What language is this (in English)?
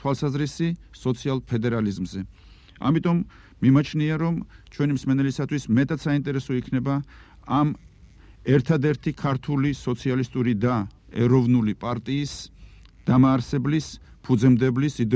Georgian